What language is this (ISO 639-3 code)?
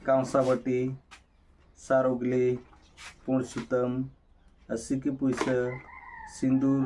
sat